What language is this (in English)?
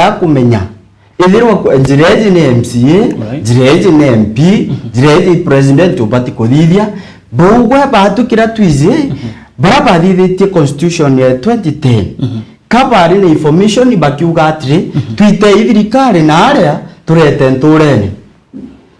Meru